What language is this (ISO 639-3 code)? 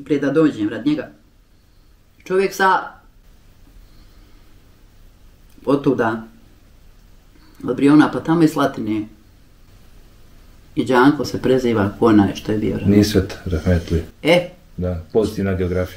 bos